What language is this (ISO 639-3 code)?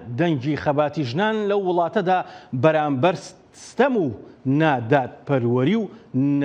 ckb